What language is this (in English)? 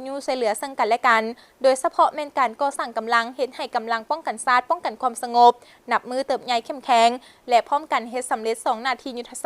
Lao